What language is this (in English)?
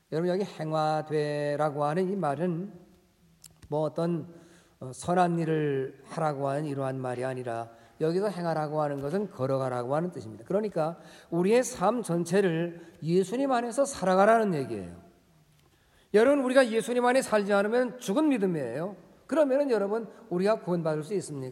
Korean